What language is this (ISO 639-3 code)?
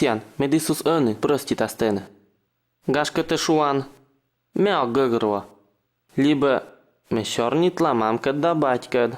kom